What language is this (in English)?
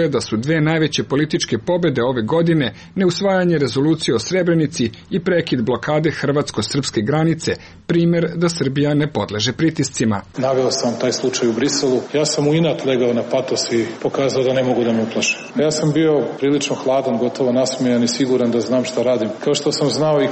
Serbian